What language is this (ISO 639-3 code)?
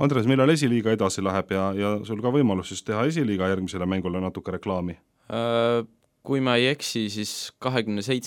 est